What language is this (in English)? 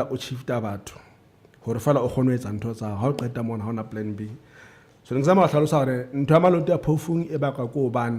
Southern Sotho